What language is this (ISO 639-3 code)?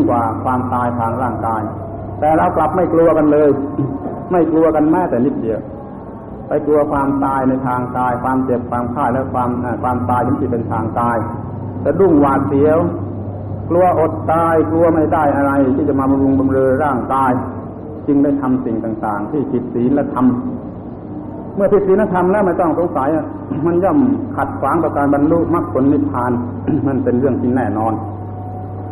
tha